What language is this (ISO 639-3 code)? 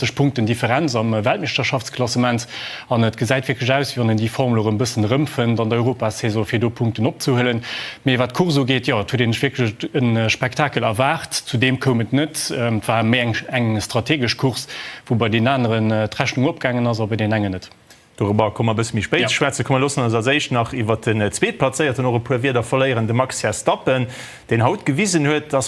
ltz